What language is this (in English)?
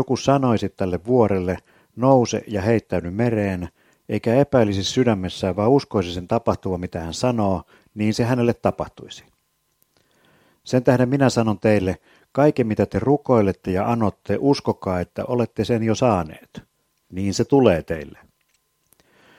Finnish